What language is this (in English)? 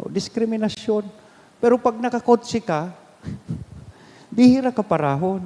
Bikol